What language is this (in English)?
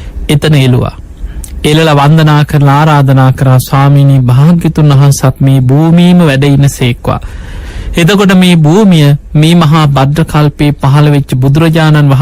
Sinhala